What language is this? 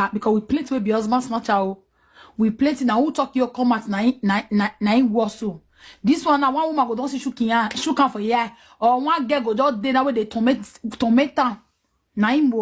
Nigerian Pidgin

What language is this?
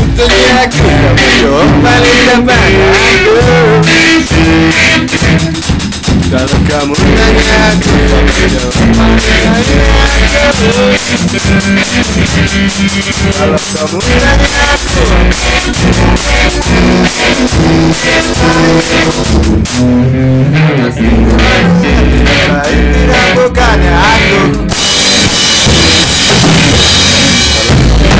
Indonesian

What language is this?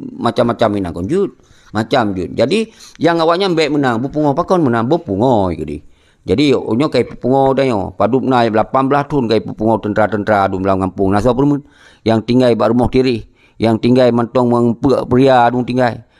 Achinese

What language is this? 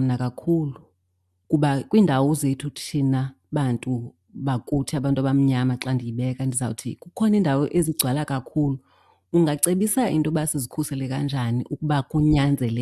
Xhosa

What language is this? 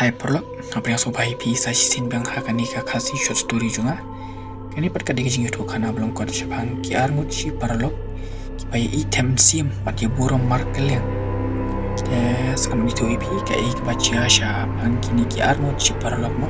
Khasi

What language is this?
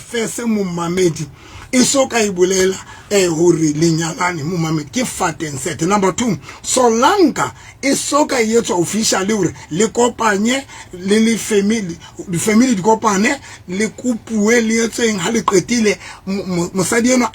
Southern Sotho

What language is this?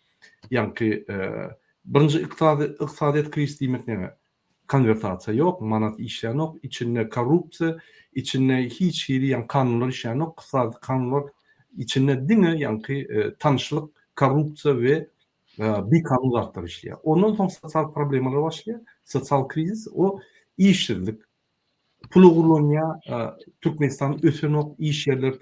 Turkmen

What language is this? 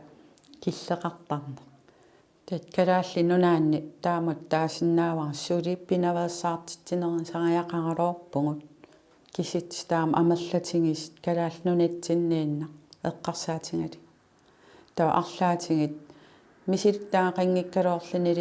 Kalaallisut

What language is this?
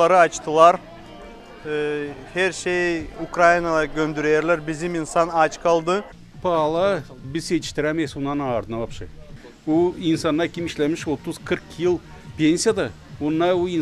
Gagauz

